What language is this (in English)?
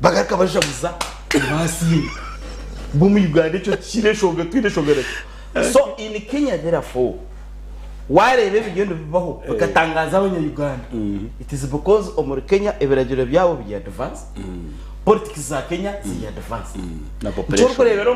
Nyankole